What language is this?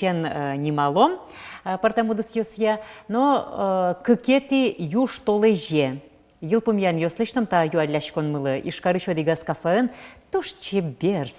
Udmurt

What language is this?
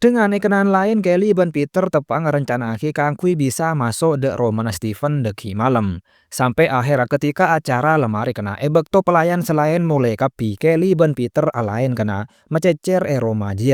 Madurese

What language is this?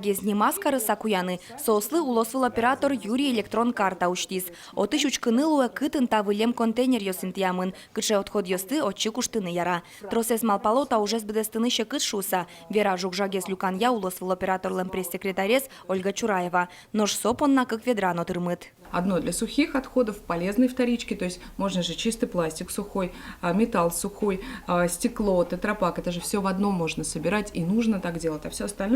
Udmurt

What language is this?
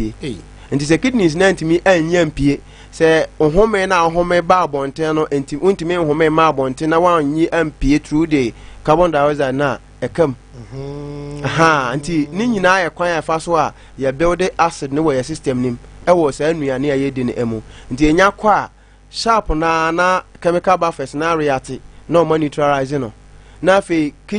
Akan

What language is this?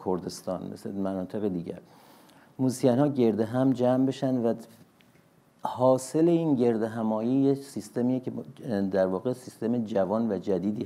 Persian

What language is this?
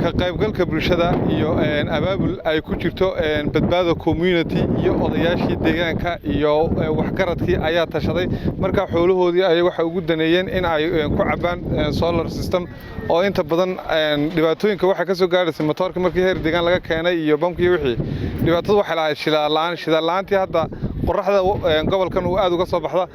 Somali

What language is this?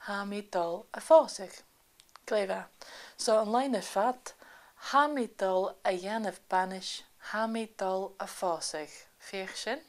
Scottish Gaelic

